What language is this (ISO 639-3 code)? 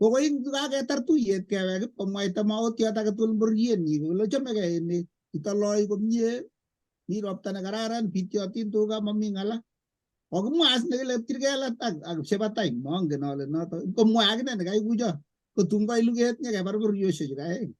kln